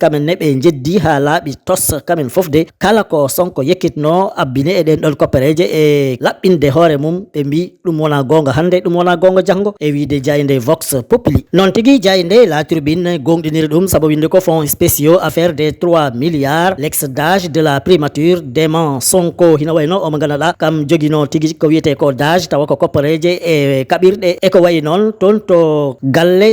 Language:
Fula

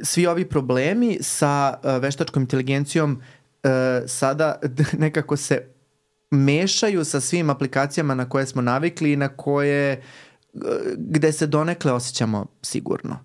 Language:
Serbian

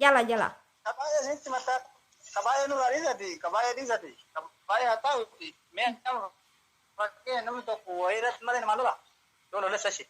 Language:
Oromo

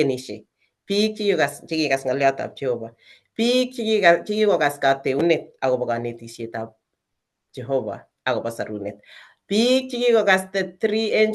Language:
Kalenjin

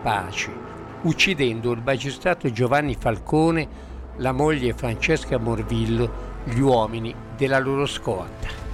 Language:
Italian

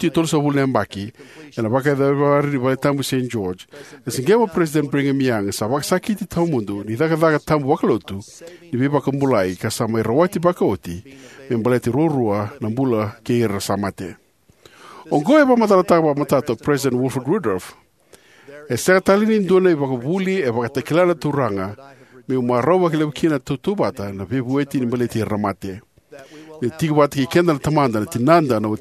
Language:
Fijian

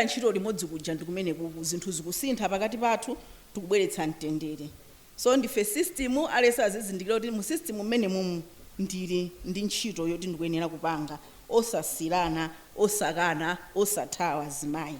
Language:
Nyanja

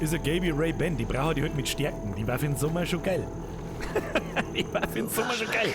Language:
Bavarian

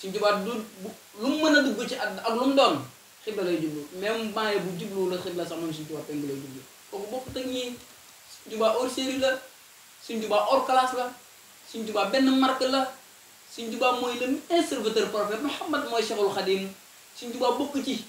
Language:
Wolof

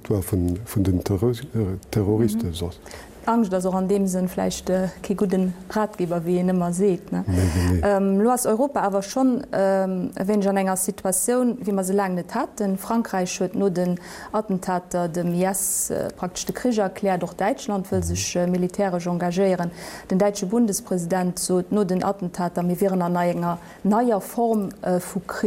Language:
Luxembourgish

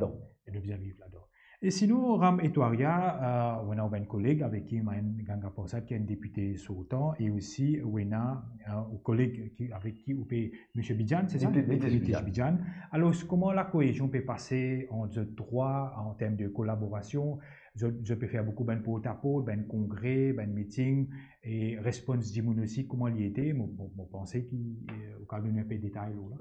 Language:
Morisyen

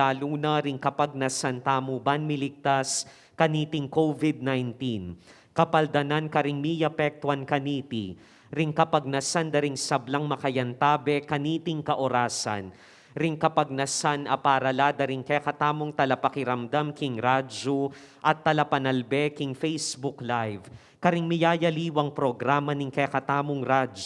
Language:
Pampanga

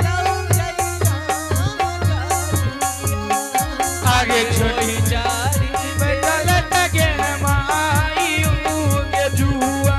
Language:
Angika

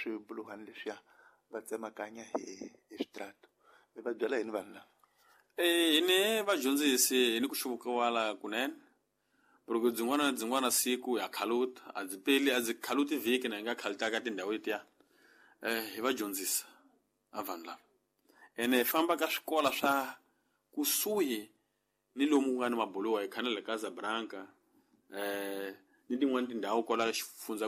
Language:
Tsonga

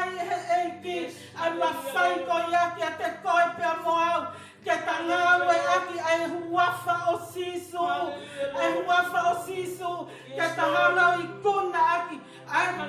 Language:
Tongan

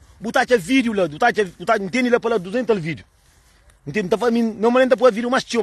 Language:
Kabuverdianu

